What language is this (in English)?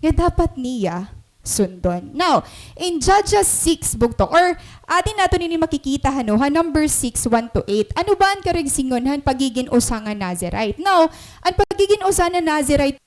Waray